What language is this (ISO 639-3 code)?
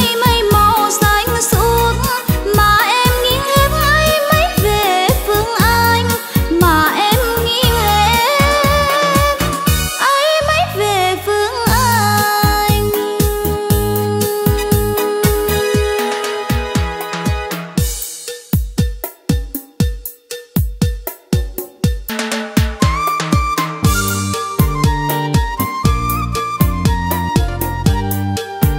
vie